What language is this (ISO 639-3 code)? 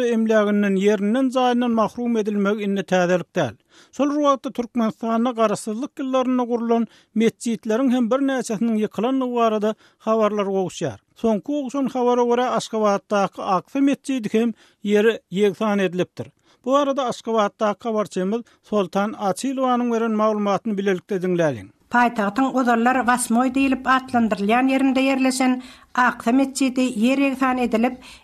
tuk